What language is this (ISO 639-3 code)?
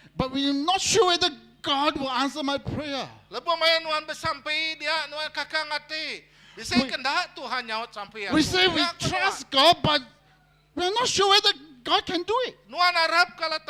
iba